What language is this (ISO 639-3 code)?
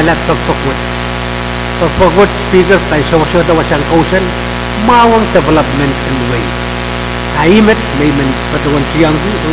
pon